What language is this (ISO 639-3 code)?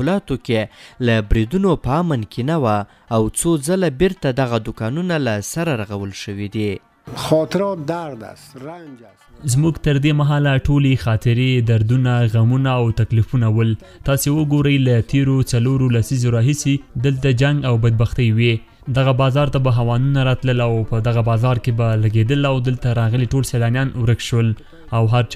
pus